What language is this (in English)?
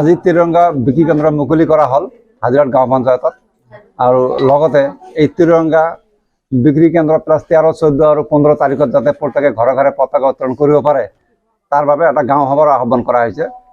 Assamese